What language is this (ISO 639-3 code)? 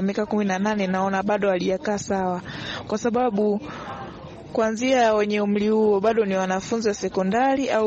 swa